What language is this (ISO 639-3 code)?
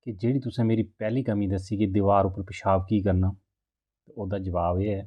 doi